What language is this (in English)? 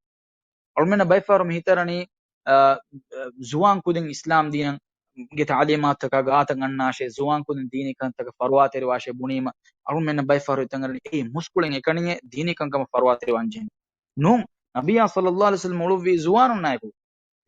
Divehi